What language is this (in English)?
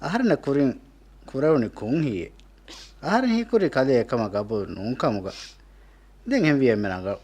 Divehi